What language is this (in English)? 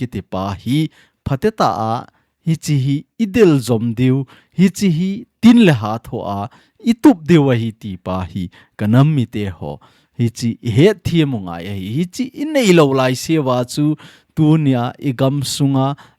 Thado Chin